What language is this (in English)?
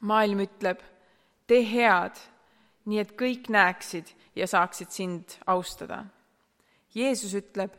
Estonian